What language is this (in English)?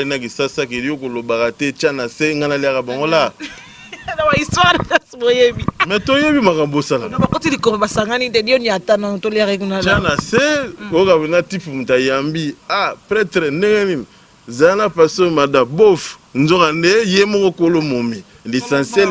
Lingala